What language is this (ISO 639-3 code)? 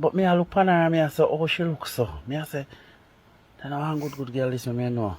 jam